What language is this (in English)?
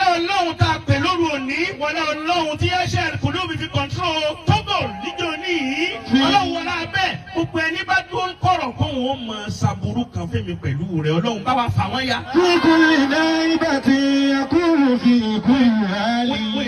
Yoruba